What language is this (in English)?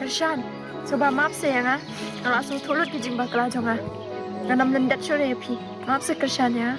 Khasi